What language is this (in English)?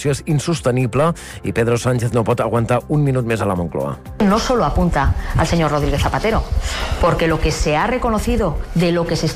Catalan